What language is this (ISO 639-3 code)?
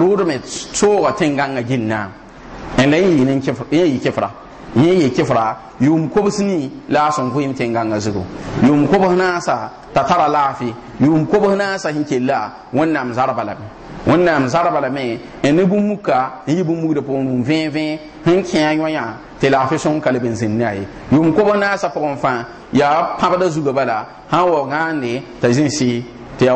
mos